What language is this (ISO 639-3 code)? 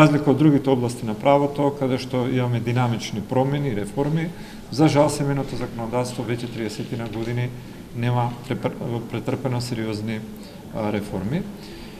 mkd